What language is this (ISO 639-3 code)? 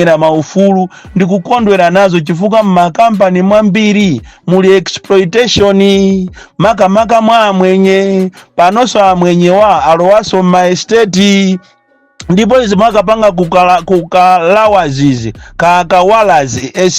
nya